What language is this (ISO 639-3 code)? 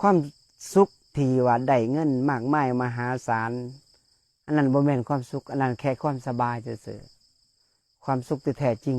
lao